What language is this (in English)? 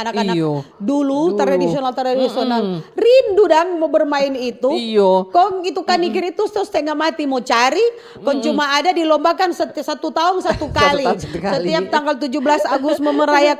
Manado Malay